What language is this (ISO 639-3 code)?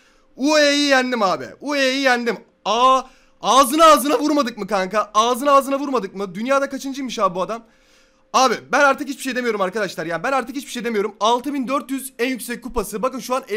tur